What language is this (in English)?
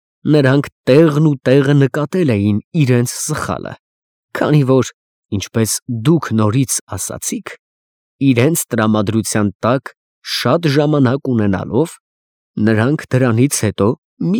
Armenian